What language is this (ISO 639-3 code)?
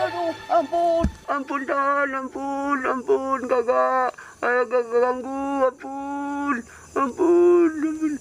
bew